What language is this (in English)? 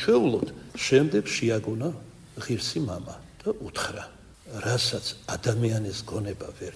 Georgian